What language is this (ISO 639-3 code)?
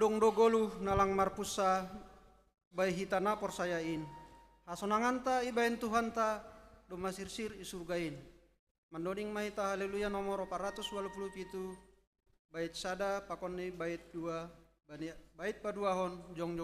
bts